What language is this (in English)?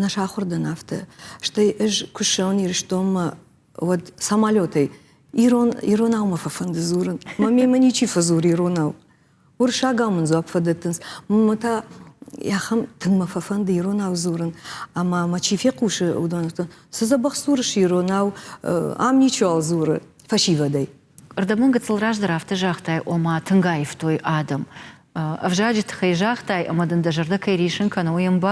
Ossetic